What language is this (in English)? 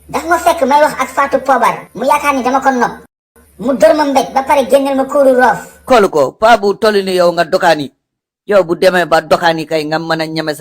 Wolof